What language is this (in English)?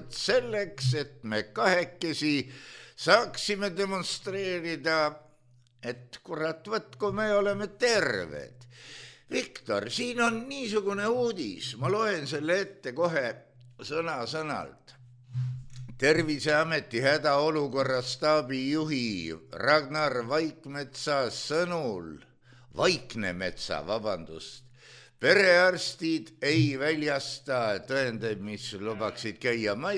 Estonian